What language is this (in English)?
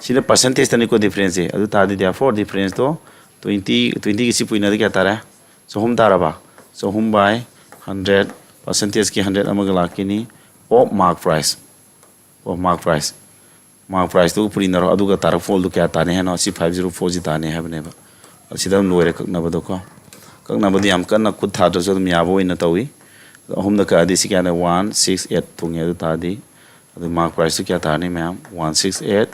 Manipuri